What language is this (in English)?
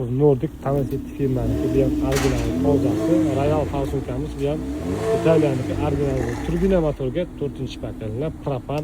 Uzbek